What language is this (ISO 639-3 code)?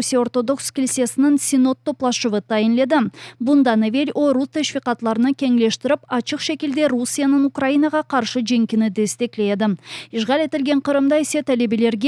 crh